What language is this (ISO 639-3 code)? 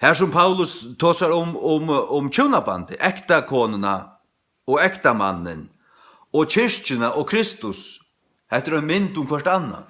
fao